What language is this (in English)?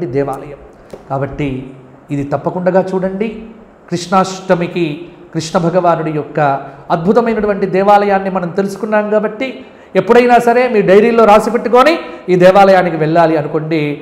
Telugu